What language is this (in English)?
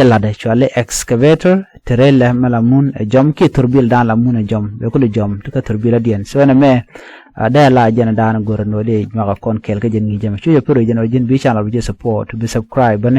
Nuer